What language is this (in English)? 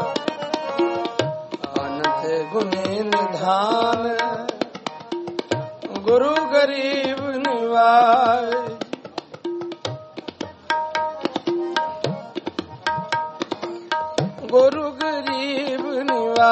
Punjabi